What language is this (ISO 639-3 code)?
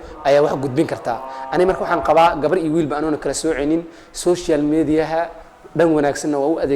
som